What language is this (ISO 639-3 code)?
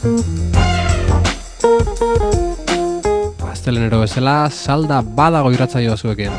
eus